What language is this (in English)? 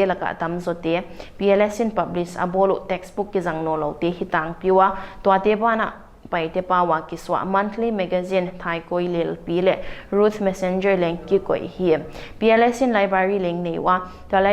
Paite Chin